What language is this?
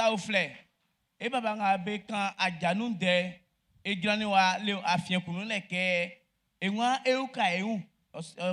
Baoulé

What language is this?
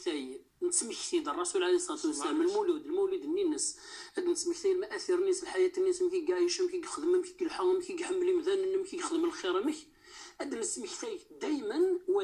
Kabyle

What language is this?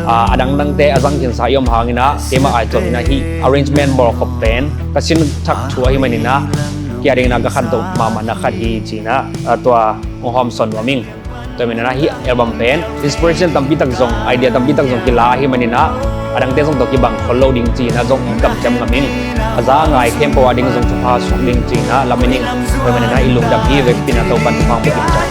Tedim Chin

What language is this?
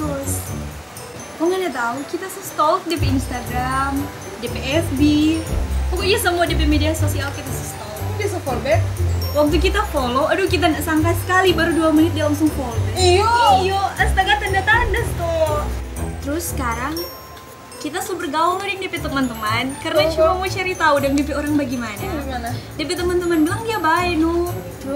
Manado Malay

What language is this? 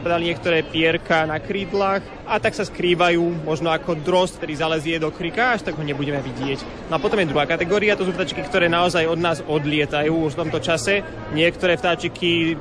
Slovak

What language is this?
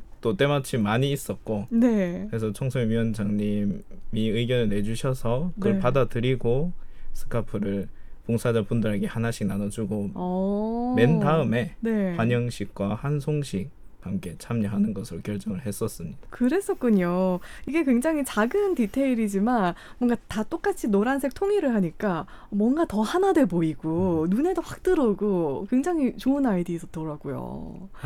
Korean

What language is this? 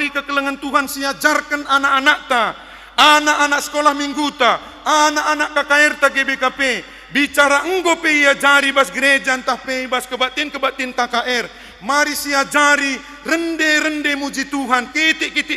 Batak Karo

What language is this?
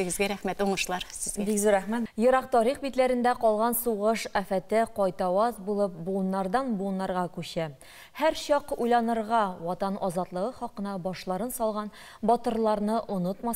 Tatar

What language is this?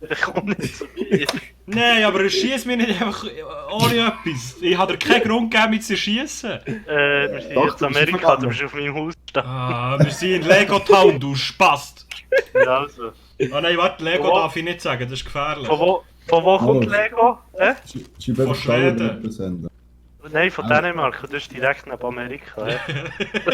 Swiss German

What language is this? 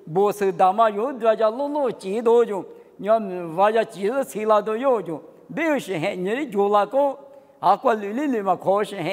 Lisu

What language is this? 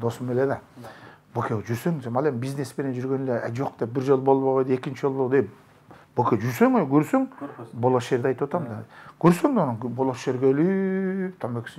Kyrgyz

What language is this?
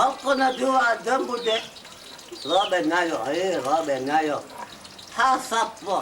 Fula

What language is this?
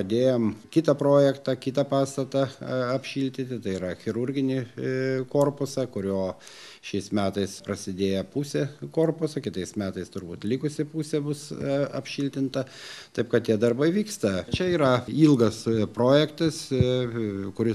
Lithuanian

